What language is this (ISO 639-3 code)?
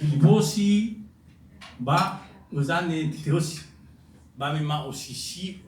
nia